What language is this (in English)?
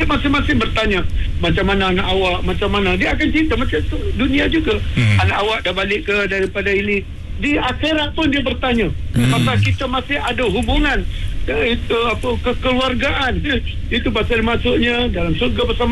Malay